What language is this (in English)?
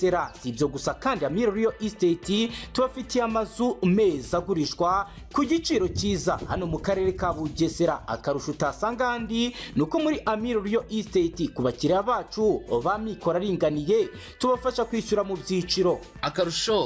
Kinyarwanda